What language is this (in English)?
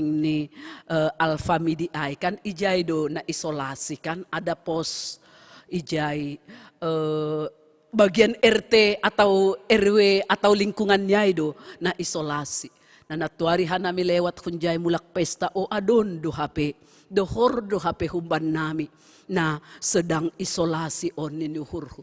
Batak Simalungun